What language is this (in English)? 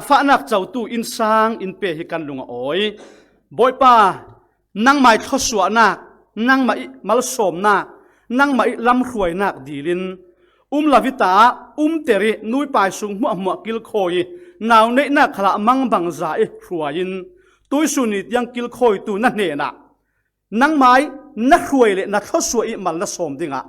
Falam Chin